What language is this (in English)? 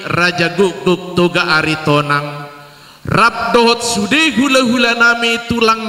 Batak Toba